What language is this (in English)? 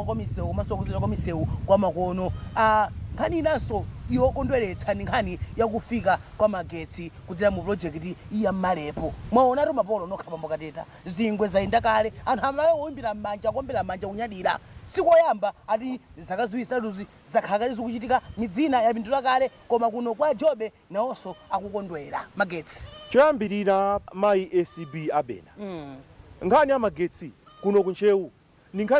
Nyanja